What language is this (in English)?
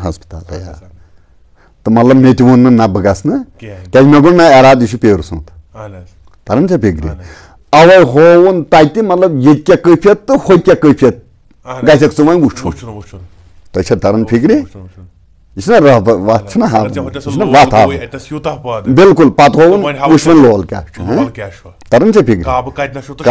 Kashmiri